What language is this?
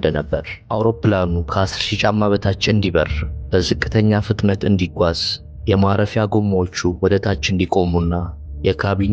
Amharic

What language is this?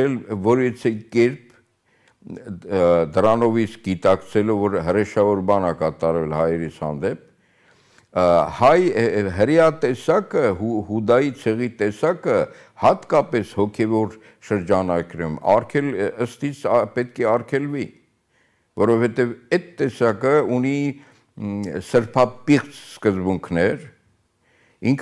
Armenian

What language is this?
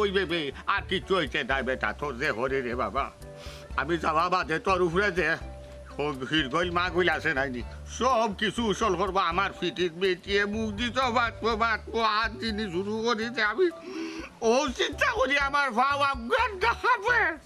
Sylheti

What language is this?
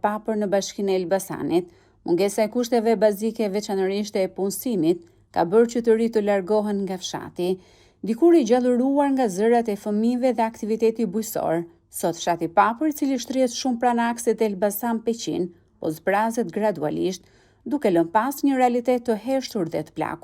Albanian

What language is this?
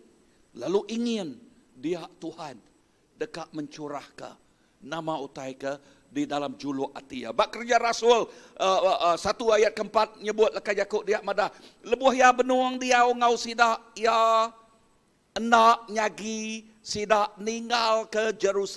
Iban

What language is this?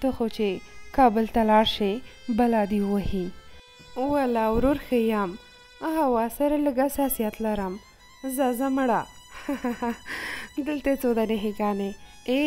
Pashto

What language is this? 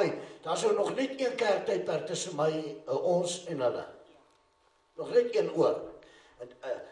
Afrikaans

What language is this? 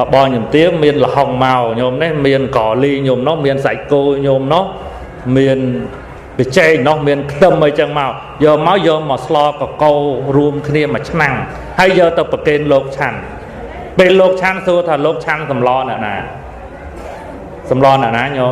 Khmer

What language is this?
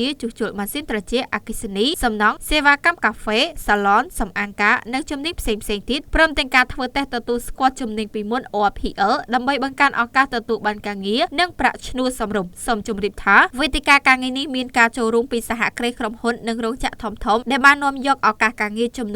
Khmer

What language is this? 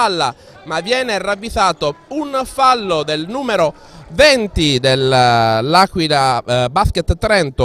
Italian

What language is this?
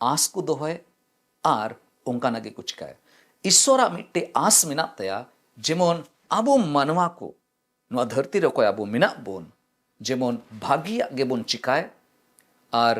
Santali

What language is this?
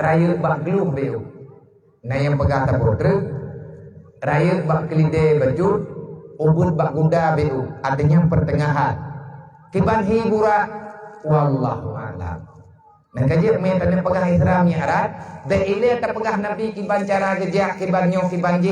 Achinese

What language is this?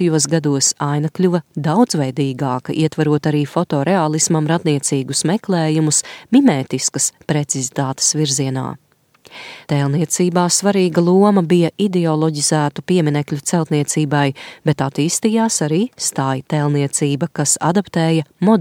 Latvian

